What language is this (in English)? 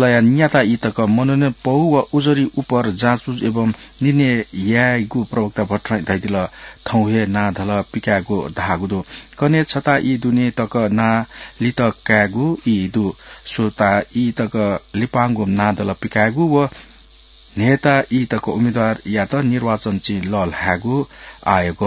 Newari